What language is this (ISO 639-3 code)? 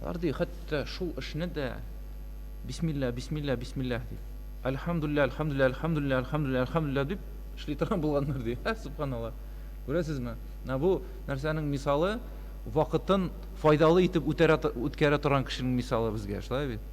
tat